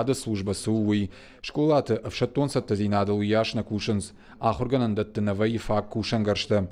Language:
Ossetic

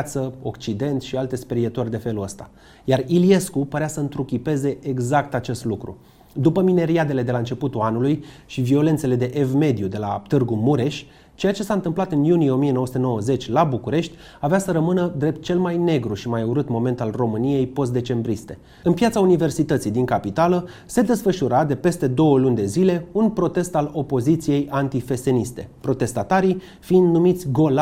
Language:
Romanian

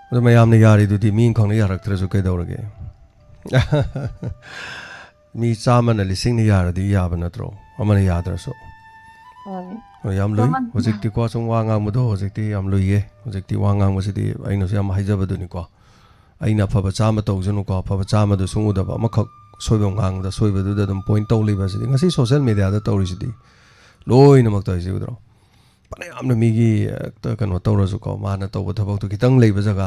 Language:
Manipuri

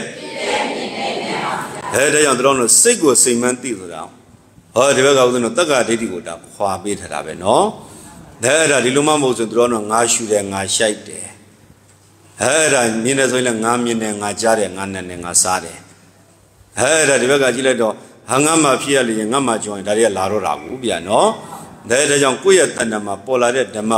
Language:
Burmese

